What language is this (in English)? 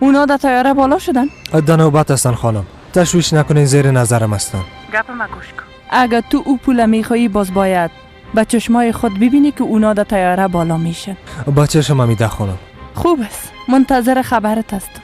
Persian